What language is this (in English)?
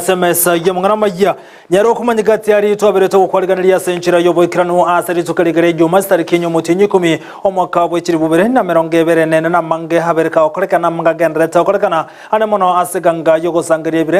Gusii